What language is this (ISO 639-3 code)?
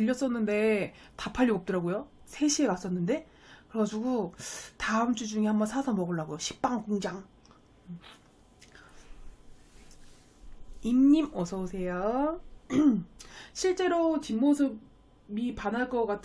kor